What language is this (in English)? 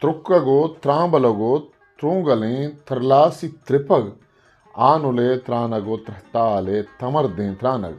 Eastern Balochi